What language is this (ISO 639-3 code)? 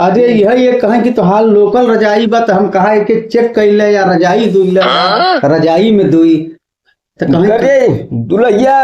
bho